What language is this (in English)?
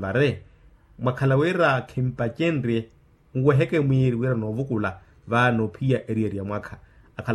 Makhuwa